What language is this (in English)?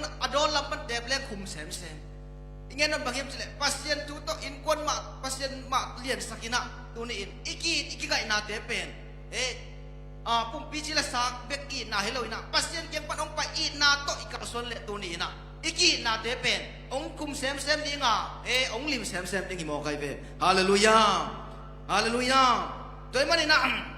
Tedim Chin